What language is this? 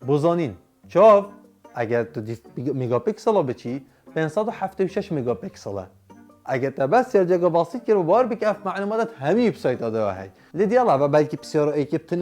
Kurdish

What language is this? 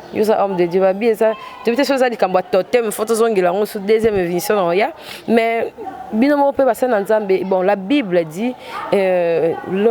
Lingala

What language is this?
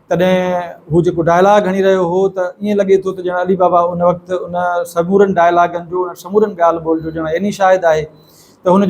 Sindhi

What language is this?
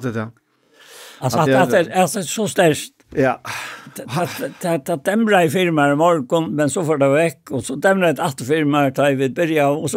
Faroese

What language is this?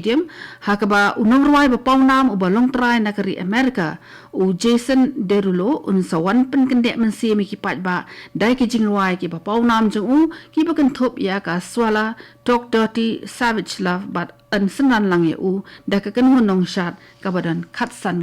Khasi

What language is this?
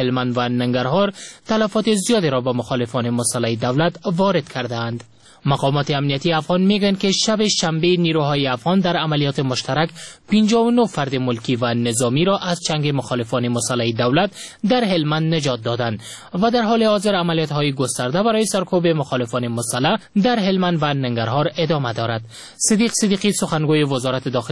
Persian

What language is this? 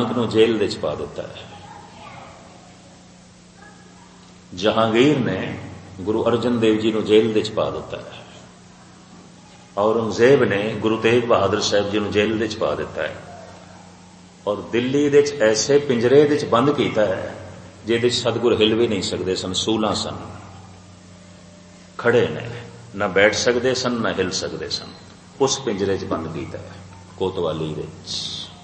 Punjabi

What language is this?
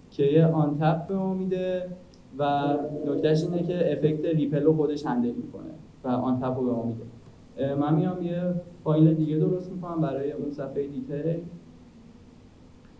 Persian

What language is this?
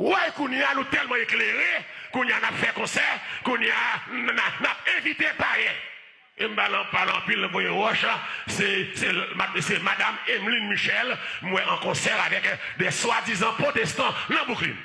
Haitian Creole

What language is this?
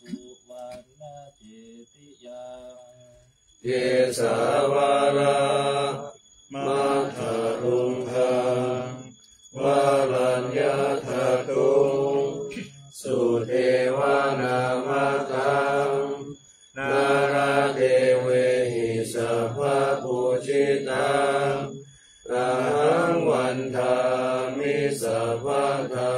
Pali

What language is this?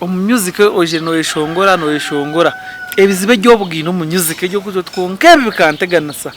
Nyankole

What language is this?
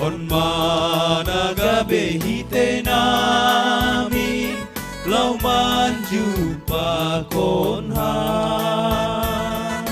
Batak Simalungun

